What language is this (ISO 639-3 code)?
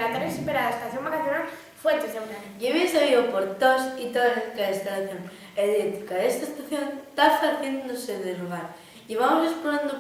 ast